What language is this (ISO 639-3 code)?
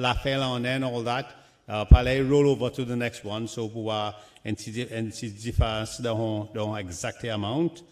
crs